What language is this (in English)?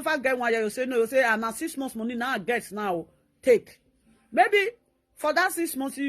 Nigerian Pidgin